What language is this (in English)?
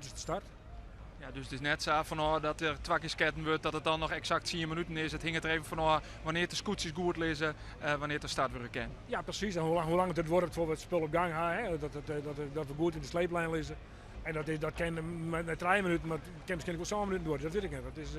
Western Frisian